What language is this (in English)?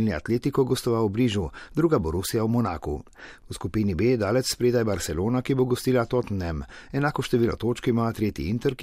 Slovenian